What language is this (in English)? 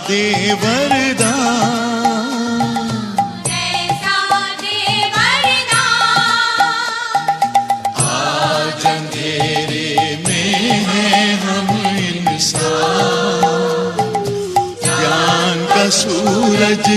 Hindi